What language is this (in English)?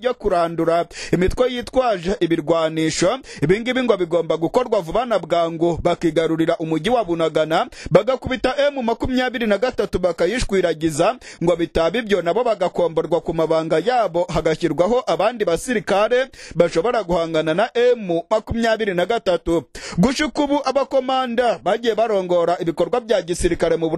Kinyarwanda